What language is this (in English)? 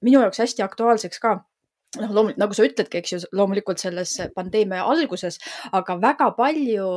Estonian